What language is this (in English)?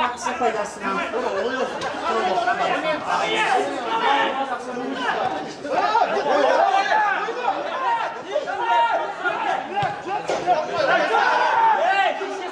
Kazakh